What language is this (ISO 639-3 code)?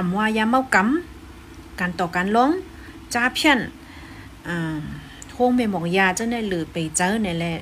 shn